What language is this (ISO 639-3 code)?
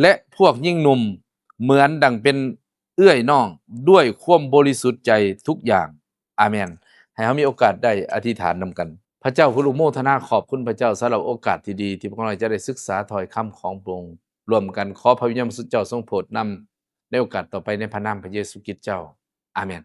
lao